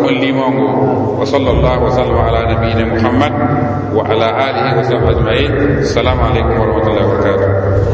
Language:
Mossi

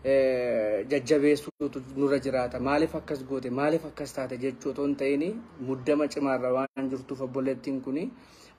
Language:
Oromo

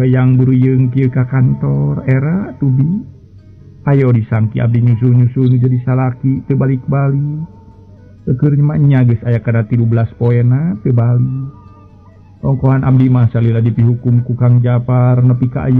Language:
Sundanese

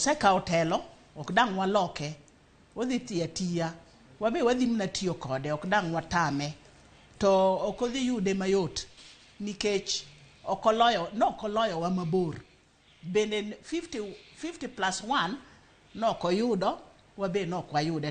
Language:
Luo (Kenya and Tanzania)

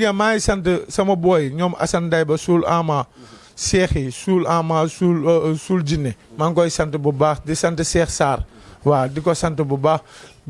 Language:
Wolof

